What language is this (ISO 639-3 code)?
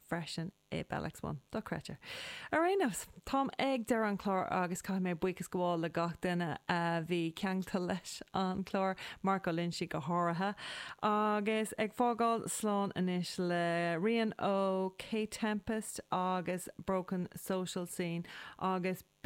gle